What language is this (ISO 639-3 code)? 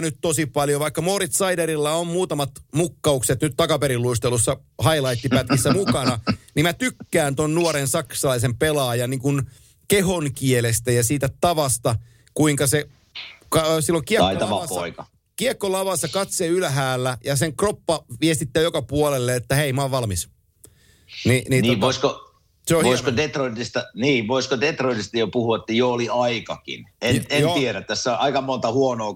fin